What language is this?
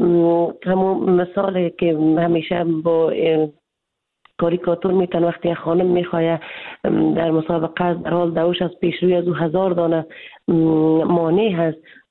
Persian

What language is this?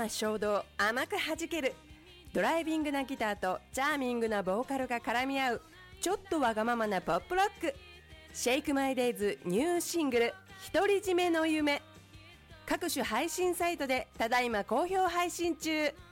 Japanese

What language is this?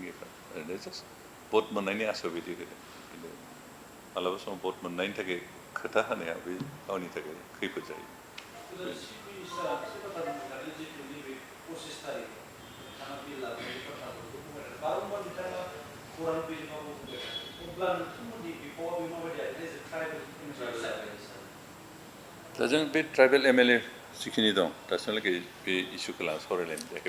Bodo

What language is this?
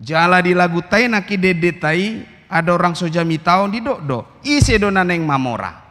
Batak Toba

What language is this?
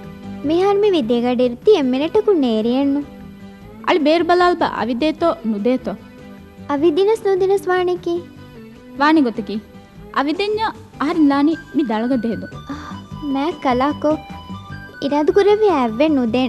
Divehi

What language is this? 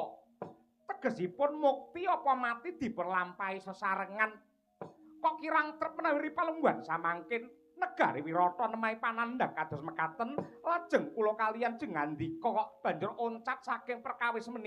Javanese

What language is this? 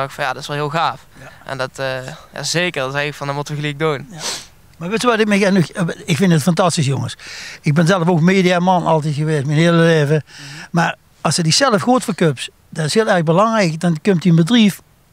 Limburgish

